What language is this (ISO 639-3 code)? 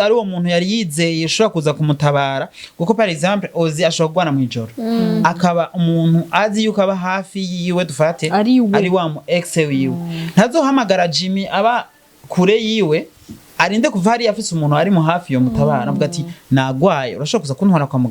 run